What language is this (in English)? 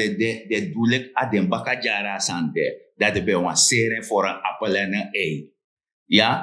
Sranan Tongo